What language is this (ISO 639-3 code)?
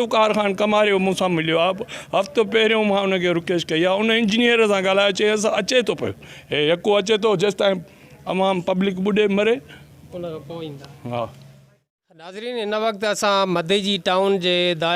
snd